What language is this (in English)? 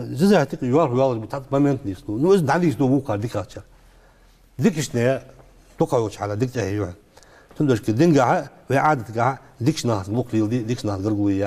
Ingush